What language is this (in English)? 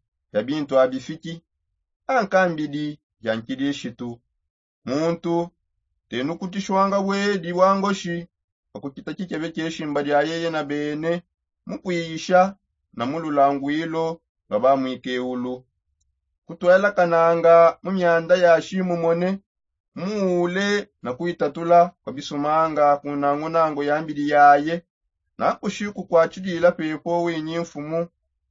Songe